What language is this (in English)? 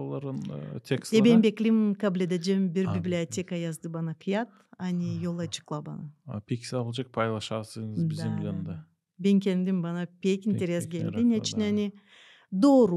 Gagauz